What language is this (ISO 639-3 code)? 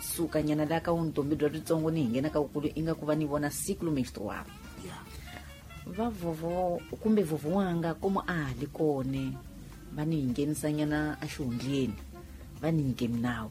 tso